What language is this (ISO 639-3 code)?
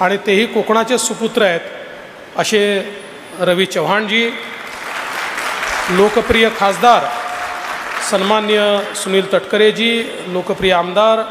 mar